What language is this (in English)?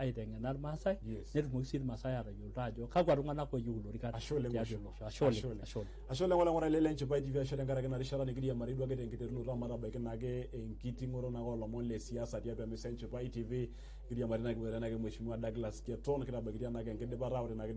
Masai